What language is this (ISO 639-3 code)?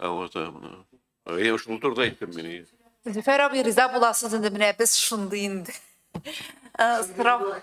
tat